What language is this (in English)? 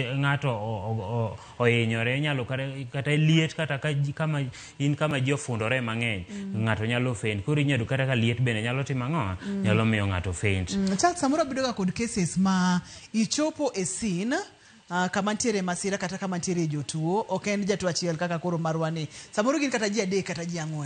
Luo (Kenya and Tanzania)